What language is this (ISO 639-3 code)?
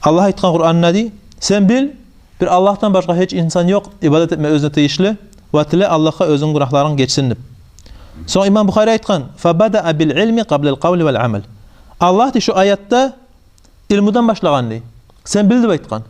kum